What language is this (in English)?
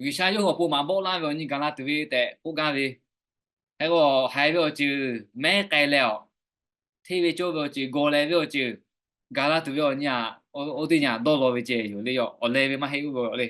Lahu